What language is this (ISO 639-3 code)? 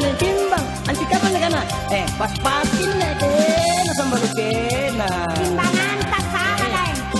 mak